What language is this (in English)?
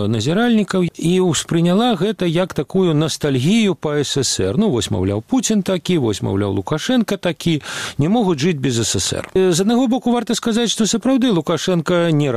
Belarusian